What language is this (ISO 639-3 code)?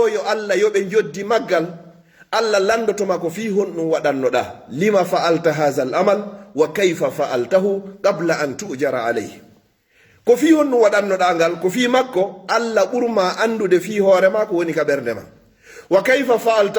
ful